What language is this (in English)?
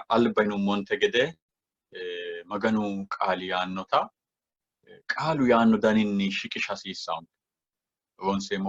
Sidamo